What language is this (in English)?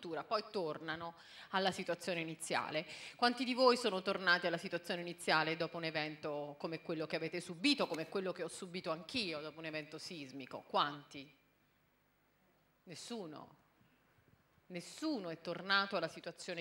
Italian